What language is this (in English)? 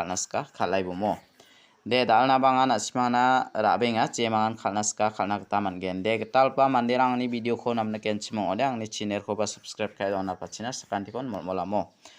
Garo